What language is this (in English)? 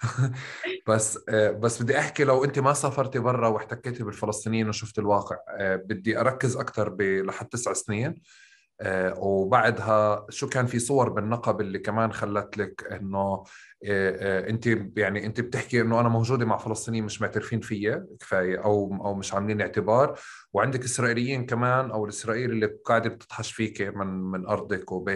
North Levantine Arabic